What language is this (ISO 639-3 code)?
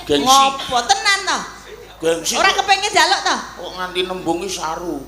jav